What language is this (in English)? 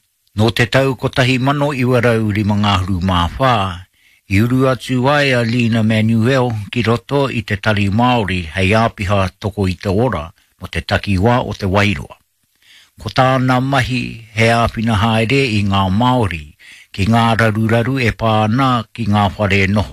Māori